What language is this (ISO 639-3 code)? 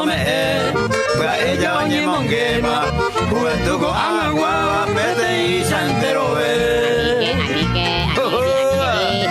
grn